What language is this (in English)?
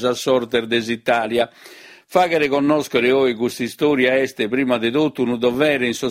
Sardinian